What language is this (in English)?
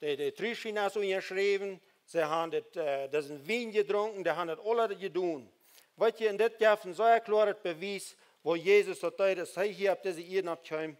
Plautdietsch